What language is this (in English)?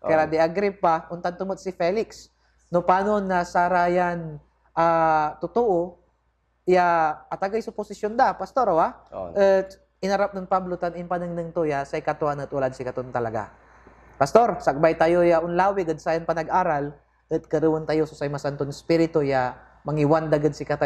Pangasinan